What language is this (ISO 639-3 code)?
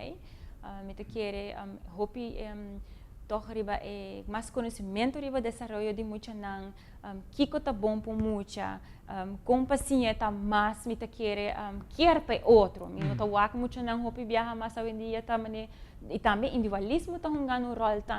pap